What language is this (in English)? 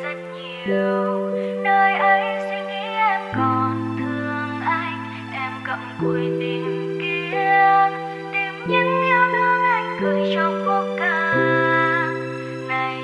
Vietnamese